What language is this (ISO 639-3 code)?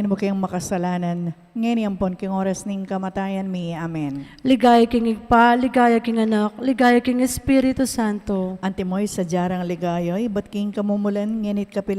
pam